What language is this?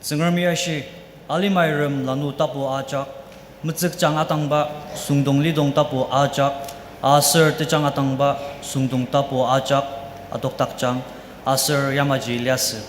Ao Naga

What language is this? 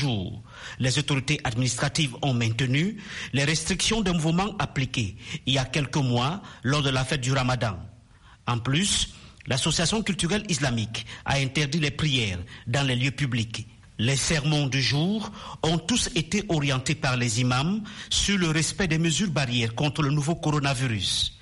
French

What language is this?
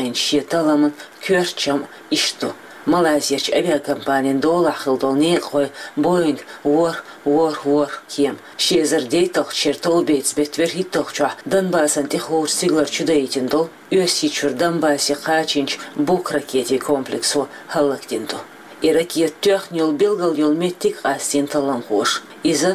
Chechen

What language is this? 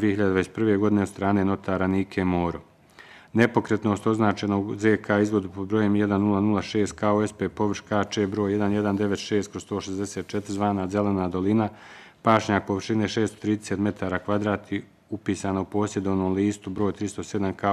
Bosnian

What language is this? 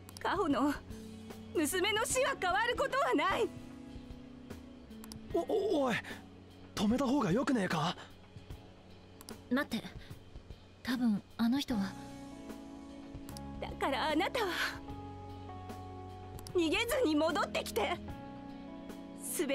Japanese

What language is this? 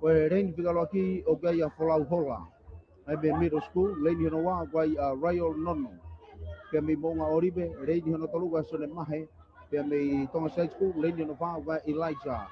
Tongan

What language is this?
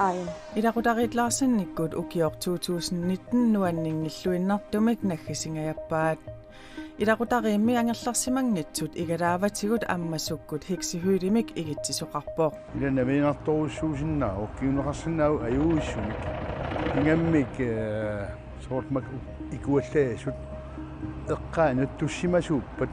Kalaallisut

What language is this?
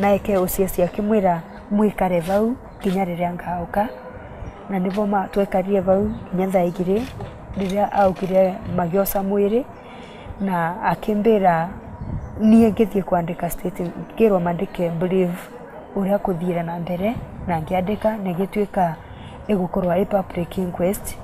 Meru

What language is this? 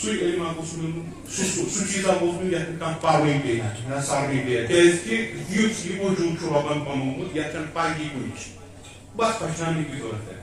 Kashmiri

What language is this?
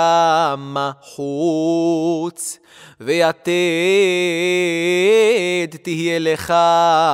Hebrew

